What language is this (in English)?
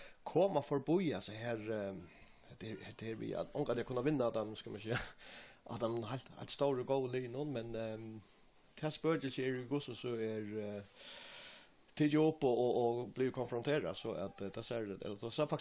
Faroese